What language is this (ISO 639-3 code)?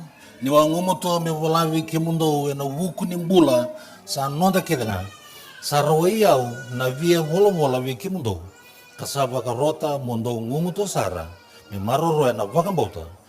fij